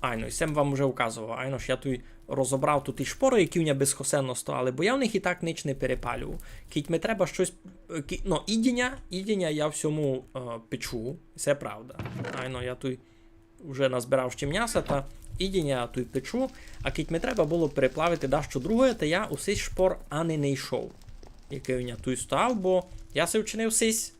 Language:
Rusyn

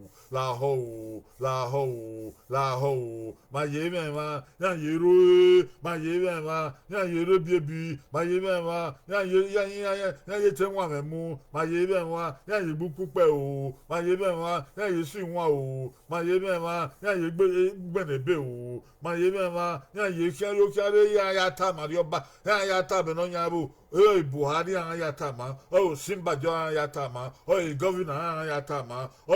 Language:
Bini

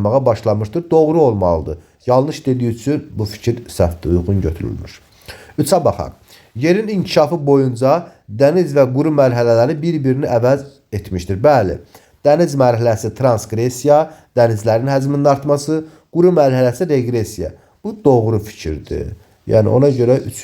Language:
Azerbaijani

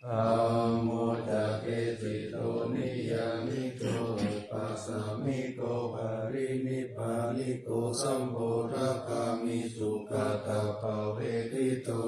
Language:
Pali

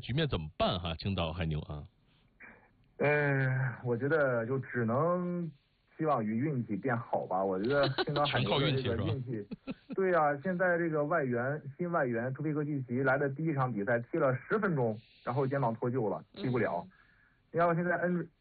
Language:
Chinese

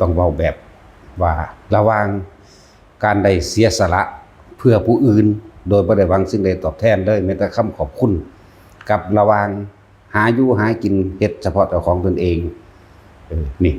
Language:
Northeastern Thai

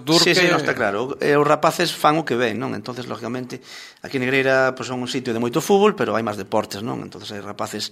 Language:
Galician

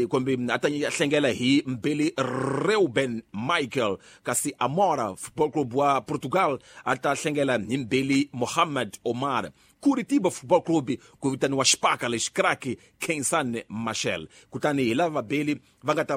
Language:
Tsonga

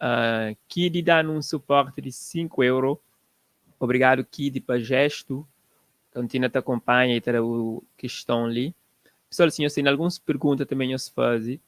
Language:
Kabuverdianu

